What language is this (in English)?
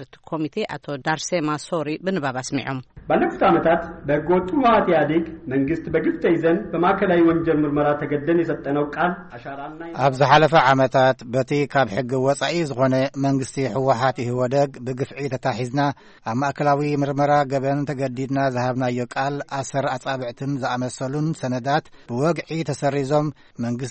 Tigrinya